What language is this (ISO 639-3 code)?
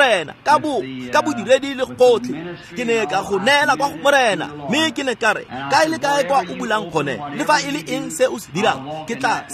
tsn